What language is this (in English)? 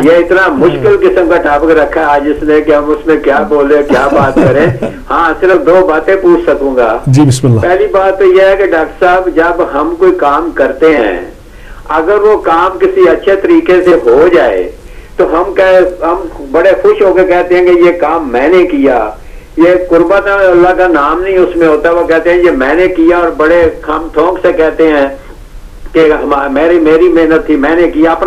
Urdu